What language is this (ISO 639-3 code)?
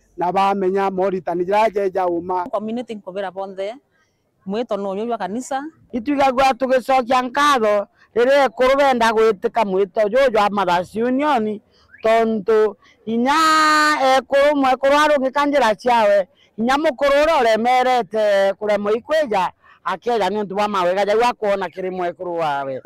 mer